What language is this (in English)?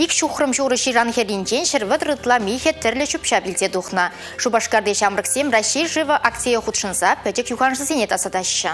Chuvash